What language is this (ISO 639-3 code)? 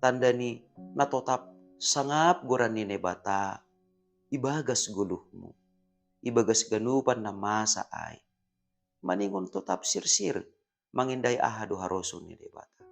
bts